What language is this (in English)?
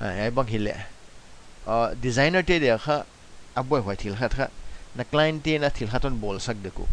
Paite Chin